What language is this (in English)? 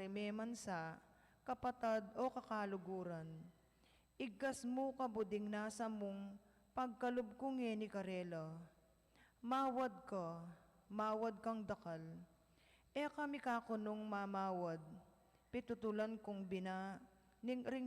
Pampanga